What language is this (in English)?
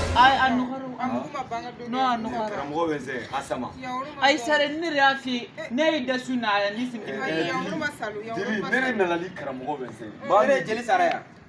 Bambara